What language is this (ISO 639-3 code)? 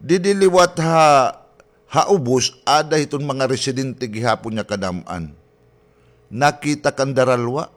war